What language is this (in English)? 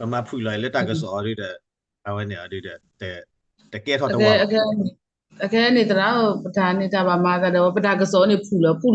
S'gaw Karen